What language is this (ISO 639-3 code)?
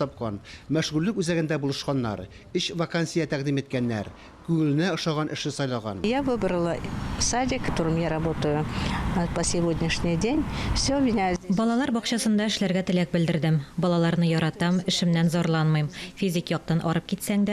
tat